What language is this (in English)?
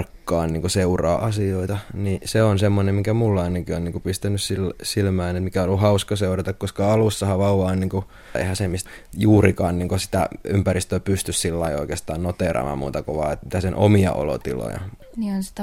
Finnish